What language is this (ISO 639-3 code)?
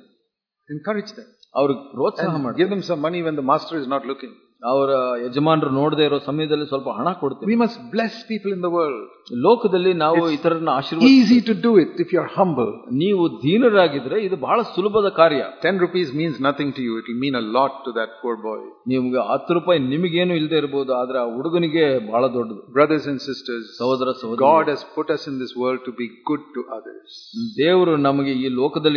kan